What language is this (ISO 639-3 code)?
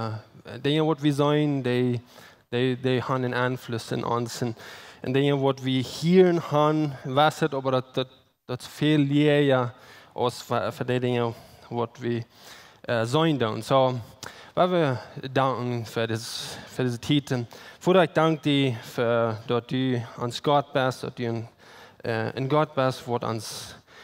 pdt